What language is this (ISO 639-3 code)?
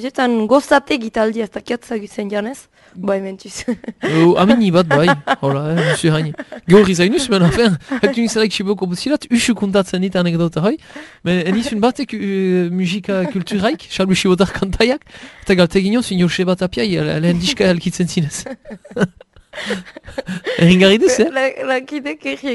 eus